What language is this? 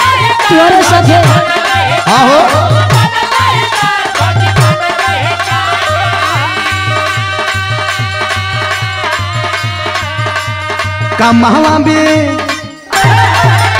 Bhojpuri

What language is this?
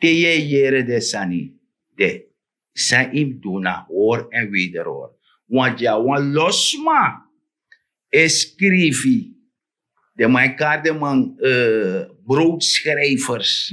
Sranan Tongo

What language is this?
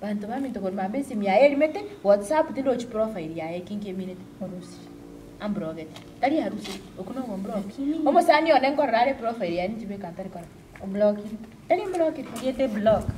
Gusii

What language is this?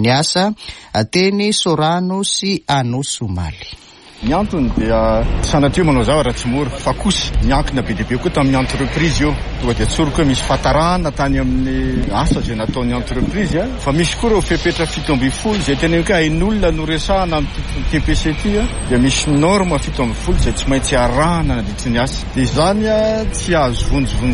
Malagasy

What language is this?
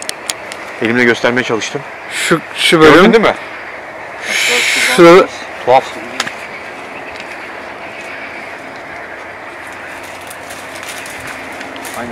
Turkish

